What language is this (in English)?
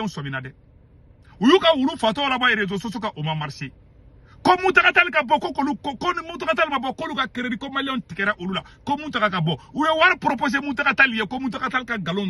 Bambara